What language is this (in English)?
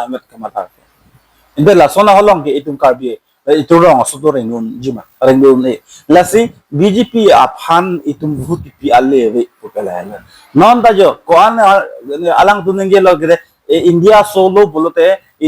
Karbi